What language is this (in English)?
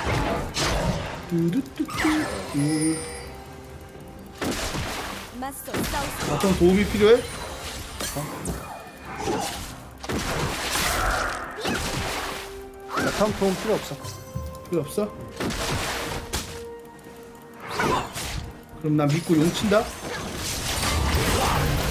Korean